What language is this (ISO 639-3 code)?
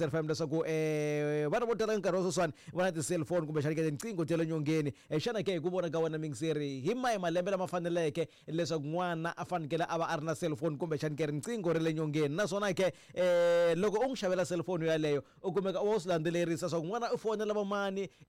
tso